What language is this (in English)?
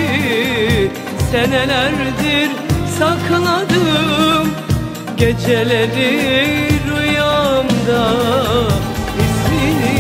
Turkish